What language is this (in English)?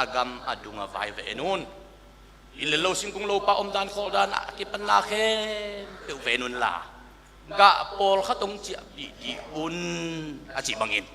Tedim Chin